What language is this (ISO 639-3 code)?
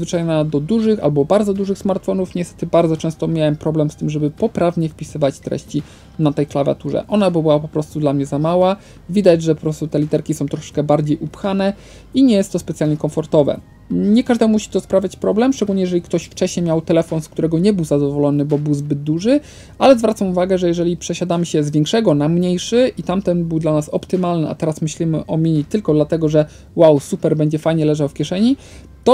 pol